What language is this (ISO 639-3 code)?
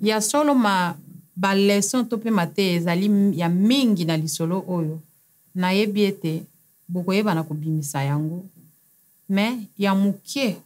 lin